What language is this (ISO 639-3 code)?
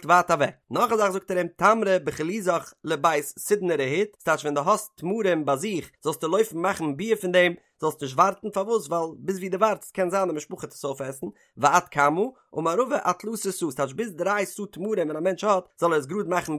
yid